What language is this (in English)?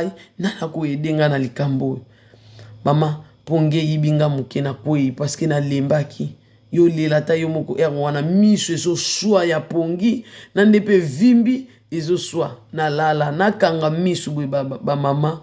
Lingala